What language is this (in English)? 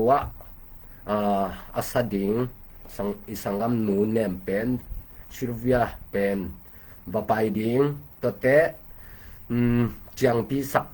Tedim Chin